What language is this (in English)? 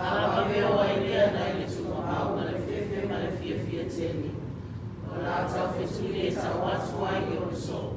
Samoan